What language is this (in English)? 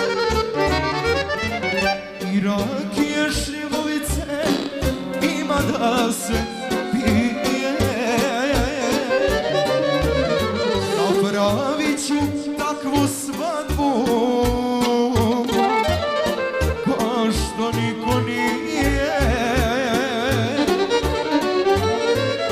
Serbian